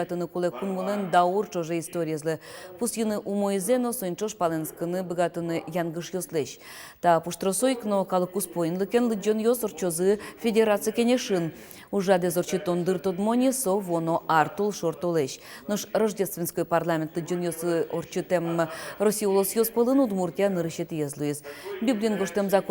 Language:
Udmurt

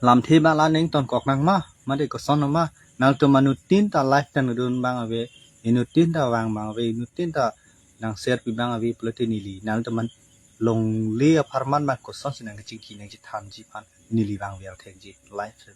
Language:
Karbi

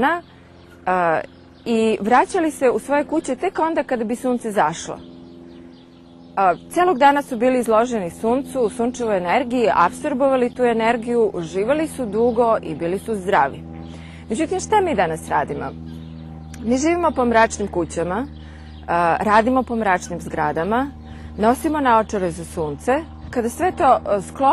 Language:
Serbian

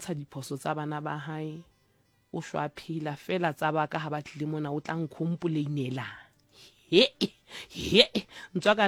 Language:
Southern Sotho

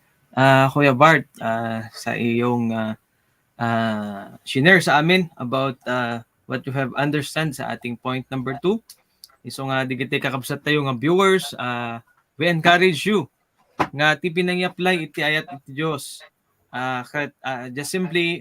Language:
Iloko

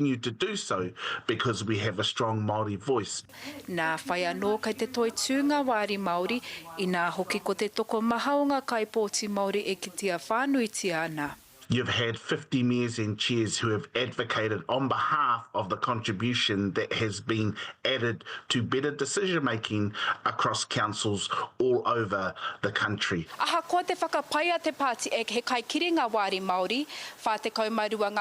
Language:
Māori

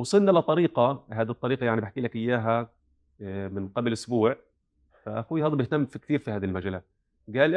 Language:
North Levantine Arabic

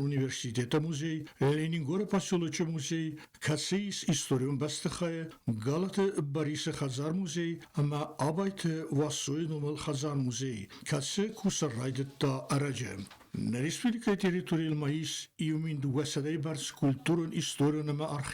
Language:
Ossetic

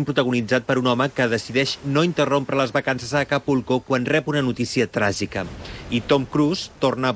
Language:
Catalan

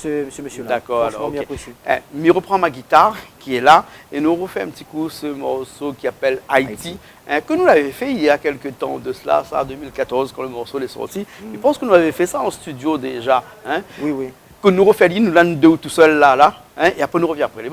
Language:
Réunion Creole French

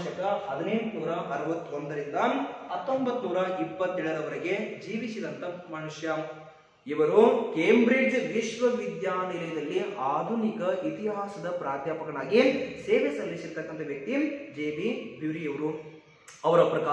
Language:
Kannada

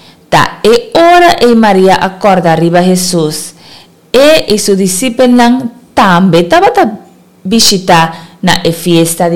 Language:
Papiamento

